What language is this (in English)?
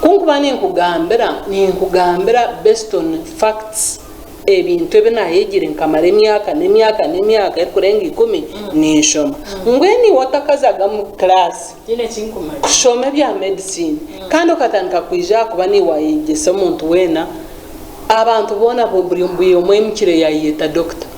Nyankole